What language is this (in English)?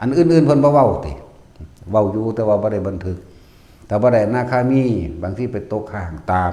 Northeastern Thai